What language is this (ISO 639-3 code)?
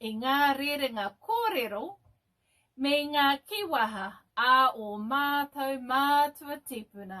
mri